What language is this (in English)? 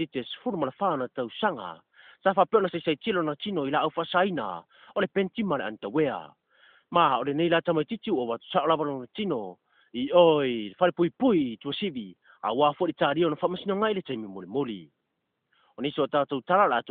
Samoan